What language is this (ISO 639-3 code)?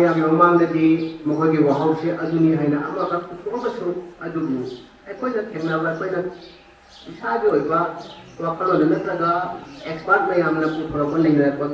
mni